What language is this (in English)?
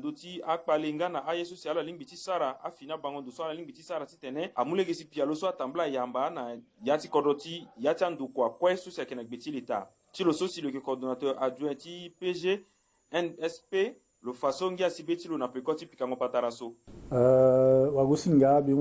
Sango